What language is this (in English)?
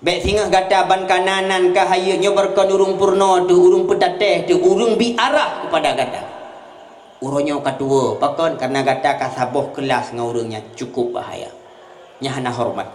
Achinese